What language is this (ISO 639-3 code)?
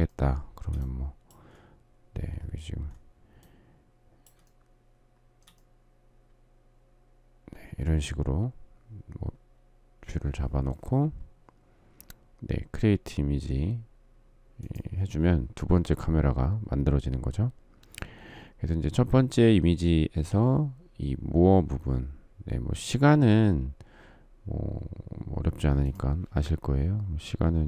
kor